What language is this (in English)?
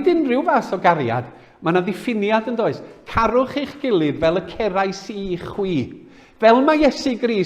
Welsh